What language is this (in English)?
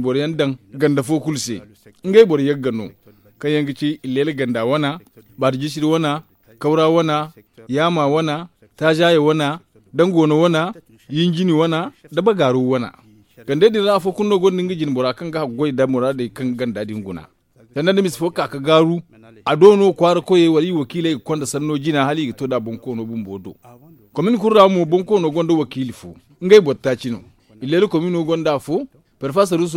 Zarma